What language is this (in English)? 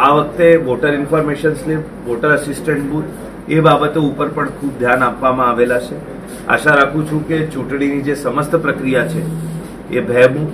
Gujarati